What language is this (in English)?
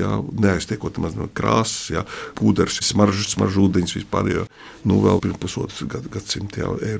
Latvian